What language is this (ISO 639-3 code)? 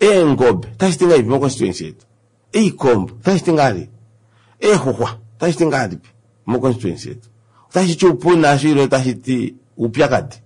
kua